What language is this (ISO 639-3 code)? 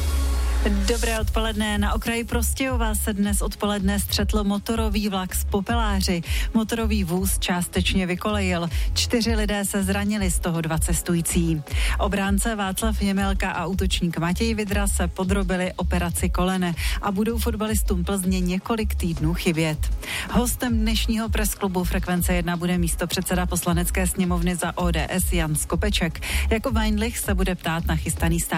ces